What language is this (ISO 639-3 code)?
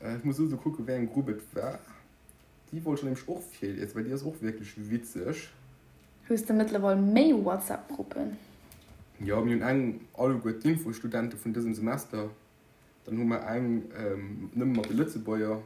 ltz